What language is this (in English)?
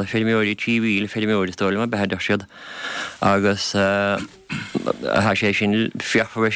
Irish